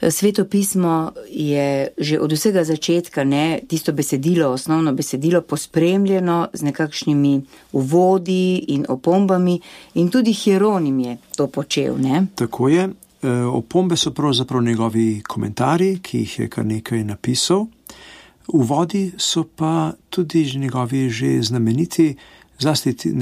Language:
Slovenian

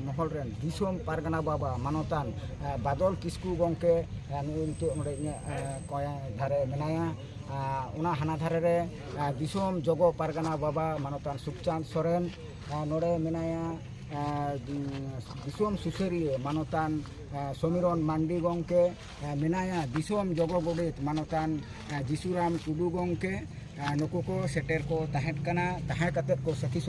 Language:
Santali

